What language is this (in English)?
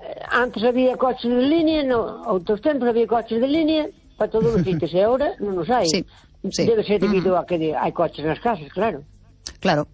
Galician